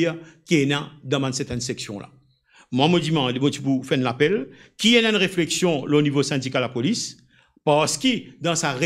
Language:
Morisyen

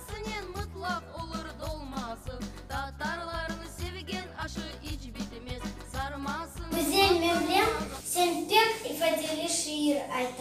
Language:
Crimean Tatar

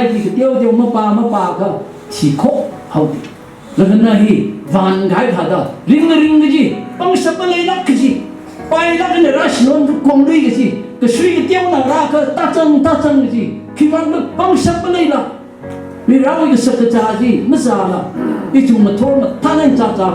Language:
Tangkhul Naga (India)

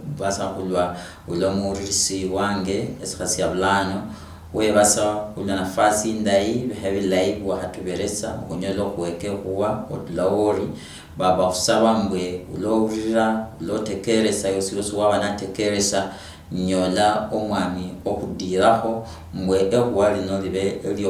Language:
Luyia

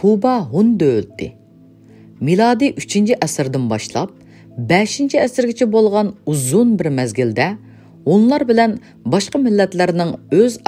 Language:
Uyghur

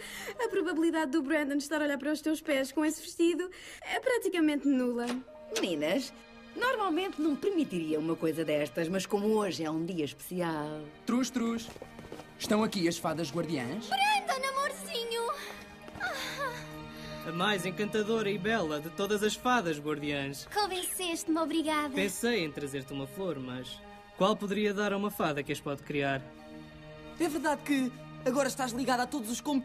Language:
Portuguese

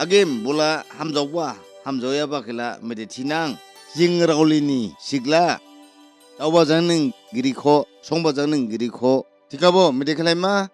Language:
Dimasa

